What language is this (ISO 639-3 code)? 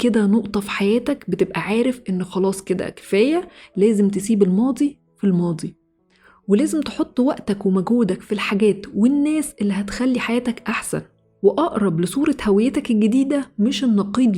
arz